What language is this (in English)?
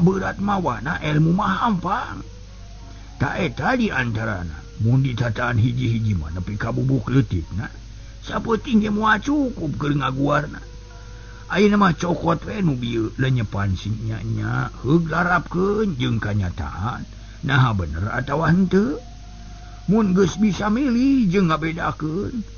Sundanese